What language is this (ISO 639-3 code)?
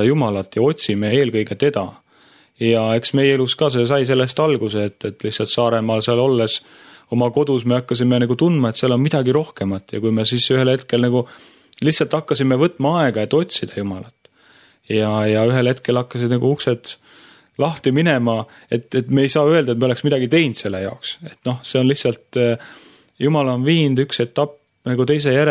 est